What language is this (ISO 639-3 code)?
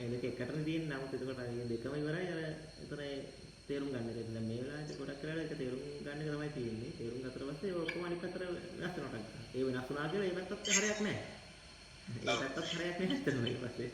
sin